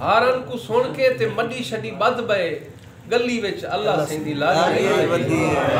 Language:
Saraiki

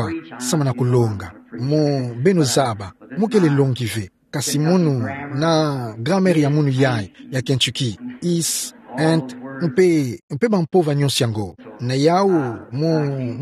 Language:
Kituba (Democratic Republic of Congo)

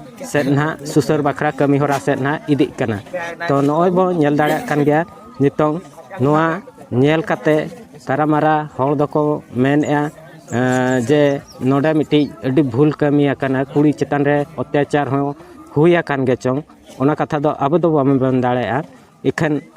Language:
Santali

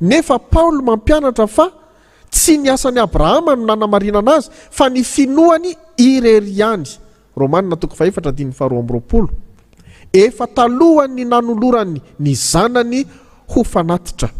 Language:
Malagasy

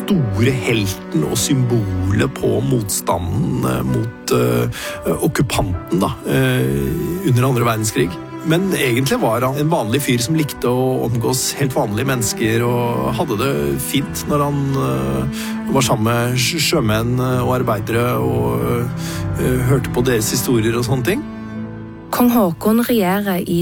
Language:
Norwegian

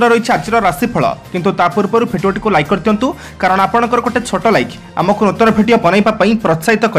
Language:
Odia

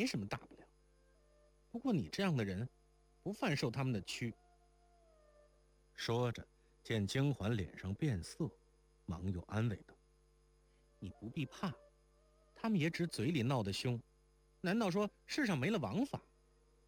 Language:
Chinese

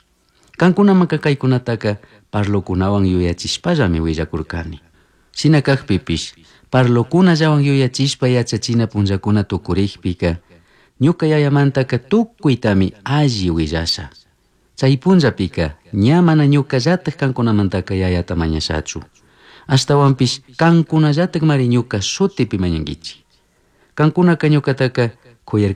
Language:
Chimborazo Highland Quichua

